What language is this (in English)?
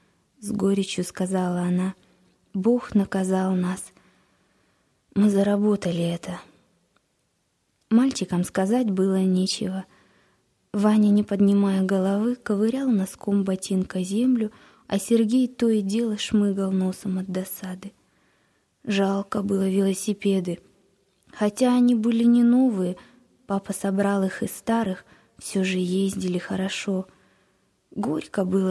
Russian